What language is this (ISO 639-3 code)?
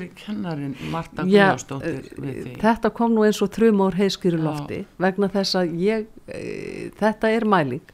isl